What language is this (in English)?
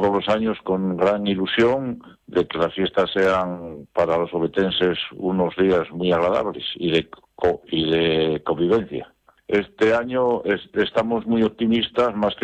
Spanish